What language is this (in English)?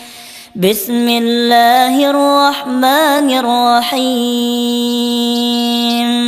Arabic